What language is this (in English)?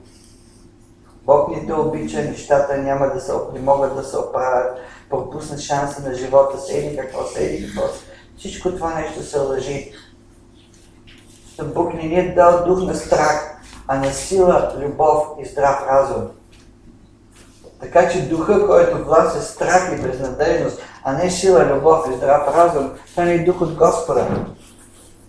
Bulgarian